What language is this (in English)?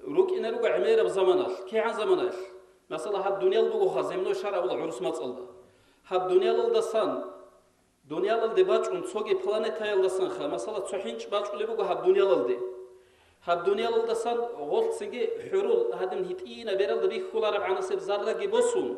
Avaric